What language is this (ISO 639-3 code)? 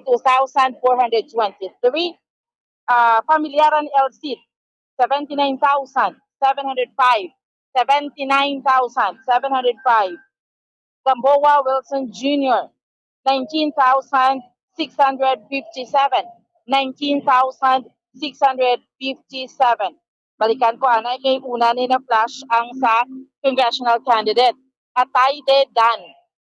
hil